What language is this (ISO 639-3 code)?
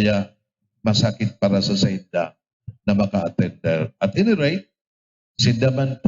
bik